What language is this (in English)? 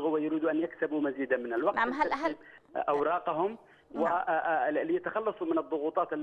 Arabic